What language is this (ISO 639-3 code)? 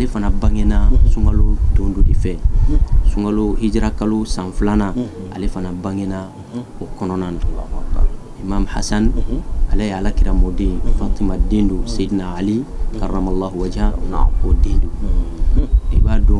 bam